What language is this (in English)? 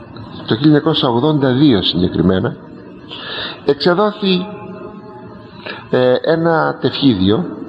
Greek